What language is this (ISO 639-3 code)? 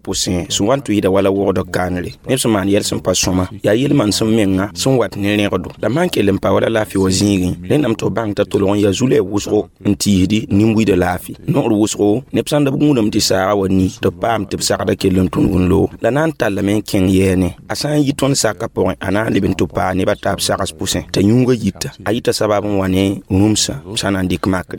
mos